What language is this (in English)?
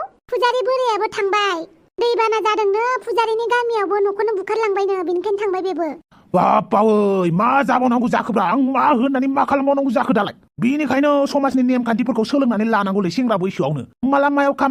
Bodo